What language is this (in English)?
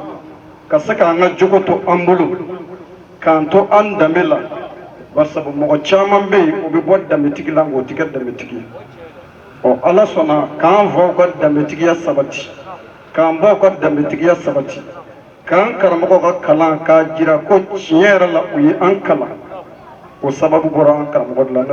Bambara